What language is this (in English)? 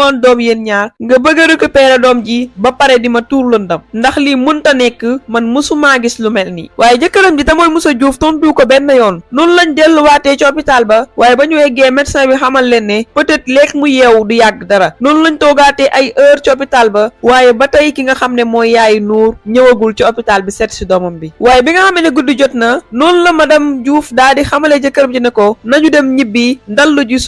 Wolof